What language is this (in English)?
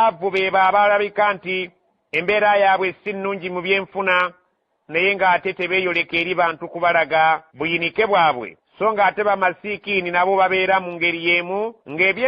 Ganda